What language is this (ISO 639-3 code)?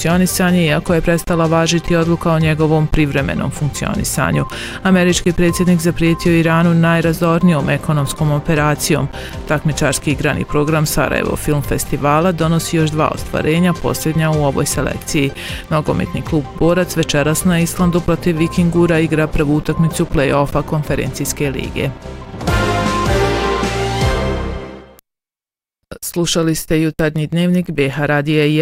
bos